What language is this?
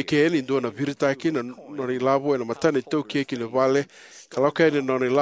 Fijian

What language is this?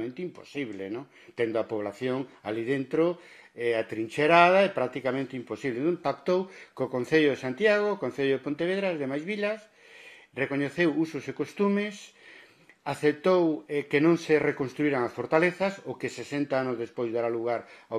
Galician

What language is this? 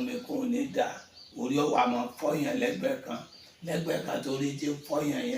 Yoruba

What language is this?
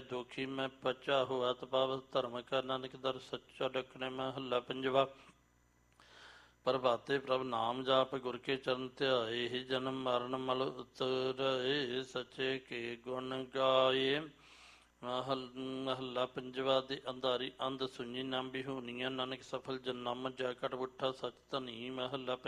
Punjabi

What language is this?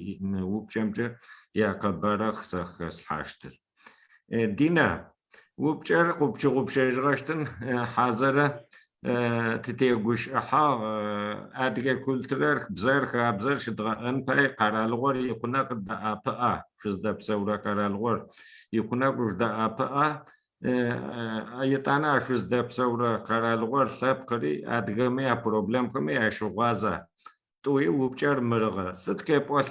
Adyghe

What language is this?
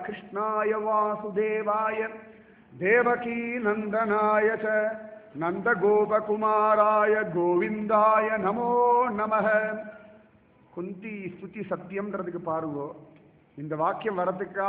Tamil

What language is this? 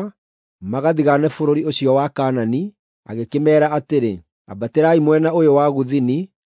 Kikuyu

